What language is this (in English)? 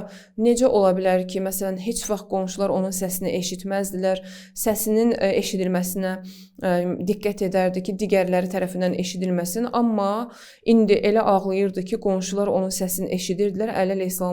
Azerbaijani